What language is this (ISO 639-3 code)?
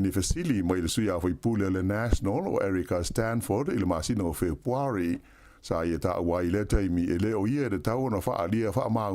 smo